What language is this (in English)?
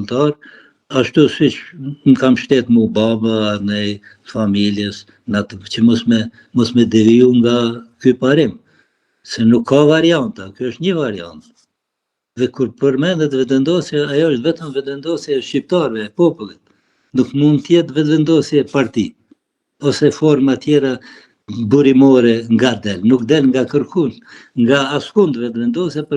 Albanian